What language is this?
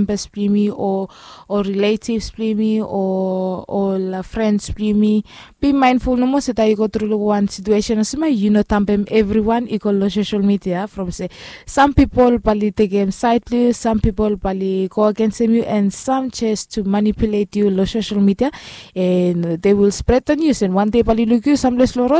Bislama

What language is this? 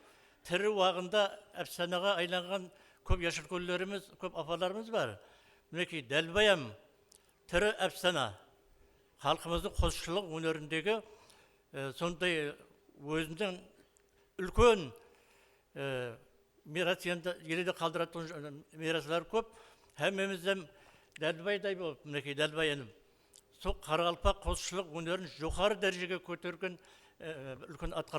Kara-Kalpak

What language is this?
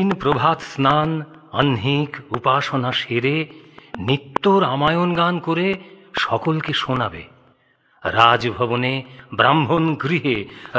Bangla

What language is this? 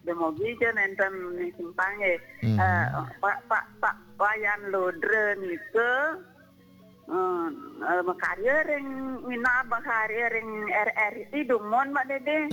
Balinese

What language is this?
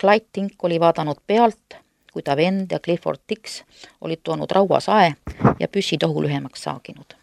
Estonian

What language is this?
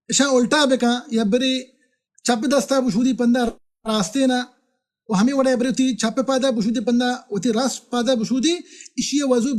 Baluchi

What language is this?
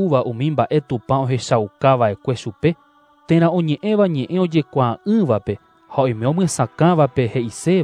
Guarani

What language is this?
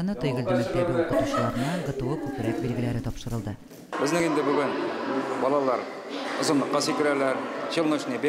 Tatar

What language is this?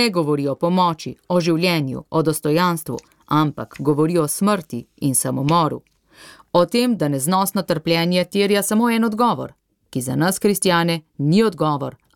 Slovenian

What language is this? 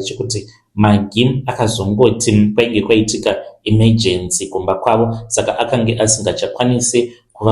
Shona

